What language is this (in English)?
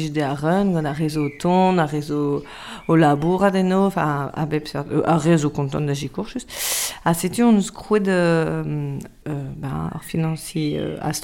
Breton